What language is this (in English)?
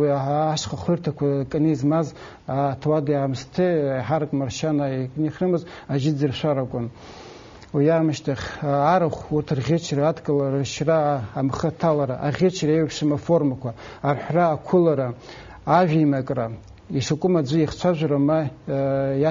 Abkhazian